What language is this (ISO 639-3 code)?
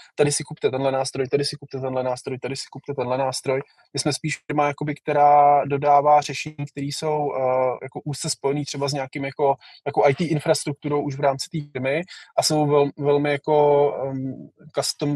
ces